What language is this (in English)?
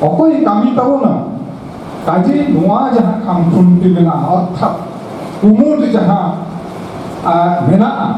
Santali